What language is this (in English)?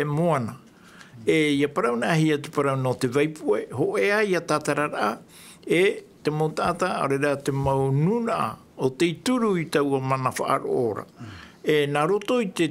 Tahitian